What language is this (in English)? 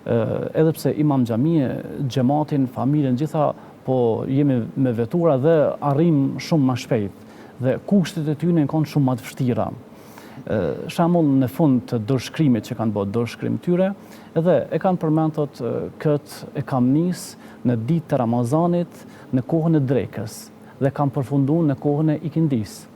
Albanian